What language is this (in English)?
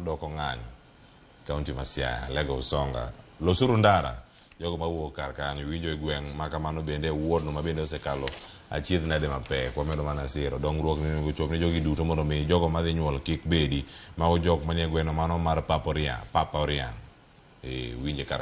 Luo (Kenya and Tanzania)